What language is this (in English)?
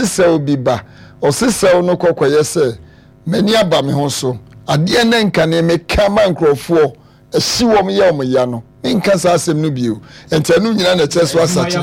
Akan